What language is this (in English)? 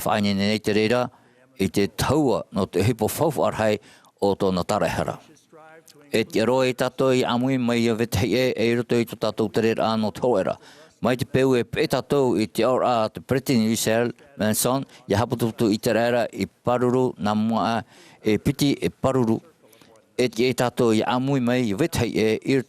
Tahitian